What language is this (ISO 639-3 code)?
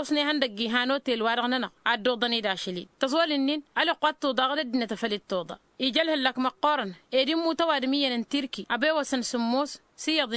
taq